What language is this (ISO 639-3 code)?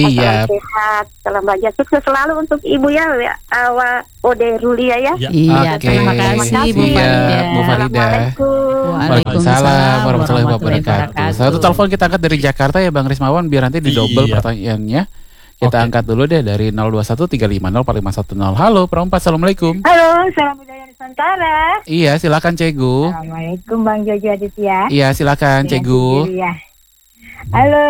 ind